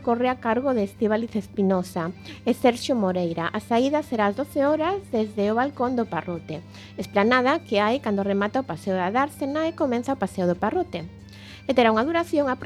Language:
Galician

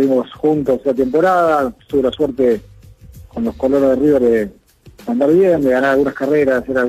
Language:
Spanish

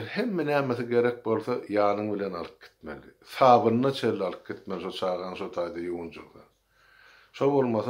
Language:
Turkmen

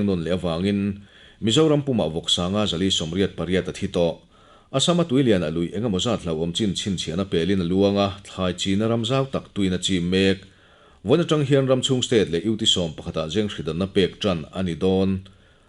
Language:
Mizo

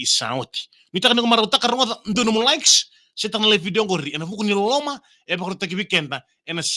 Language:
Fijian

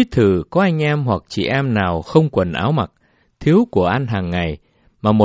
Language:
Vietnamese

